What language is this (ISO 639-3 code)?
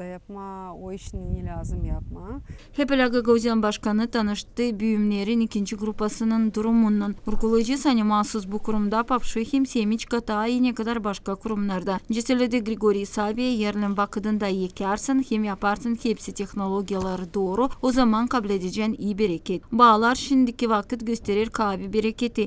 gag